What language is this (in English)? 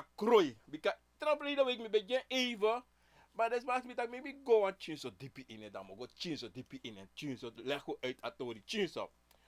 Sranan Tongo